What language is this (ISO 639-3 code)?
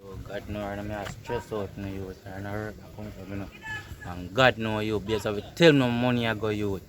jam